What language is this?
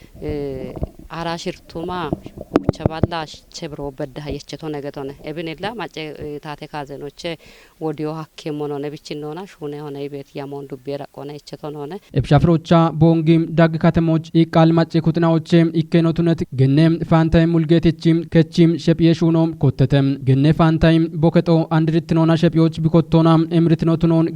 Kafa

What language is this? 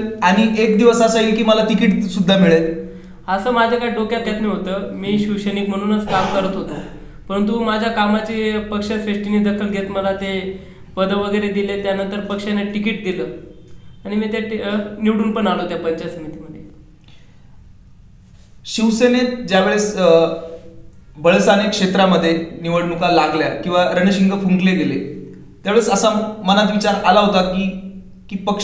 Marathi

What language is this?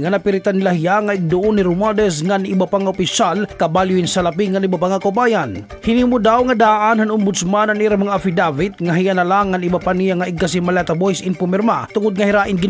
Waray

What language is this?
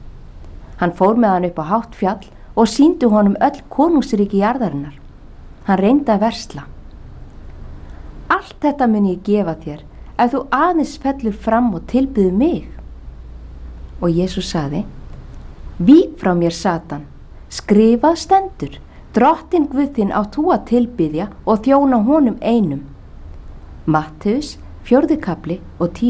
Icelandic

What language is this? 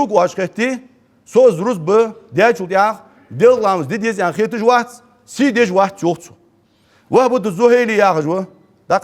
Ingush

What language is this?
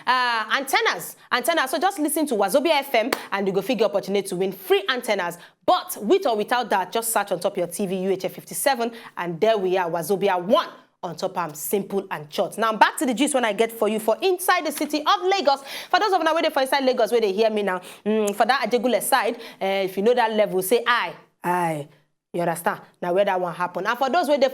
Nigerian Pidgin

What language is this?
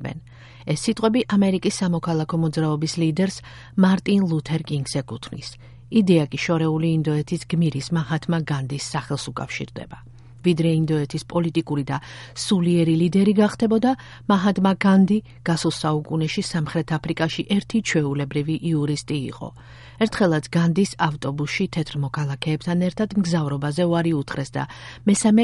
Georgian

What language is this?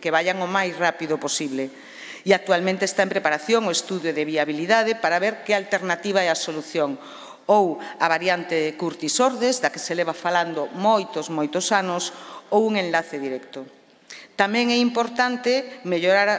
Galician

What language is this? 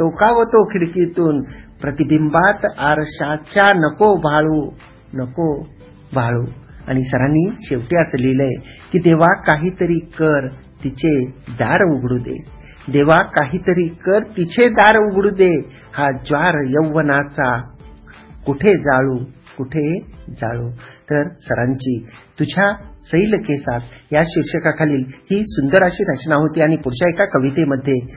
Marathi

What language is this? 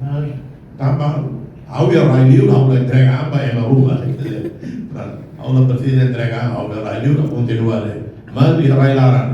Tetum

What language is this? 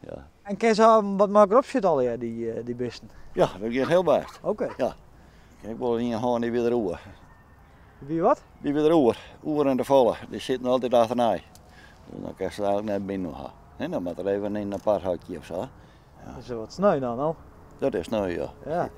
Western Frisian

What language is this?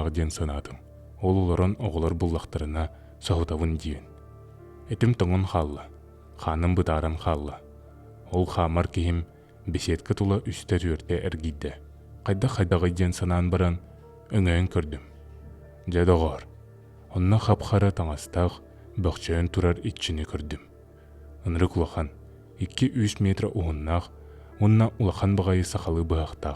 Yakut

